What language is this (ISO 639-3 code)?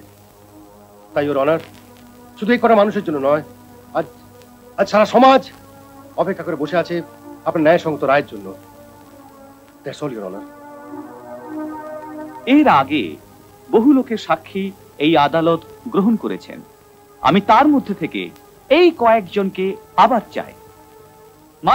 ben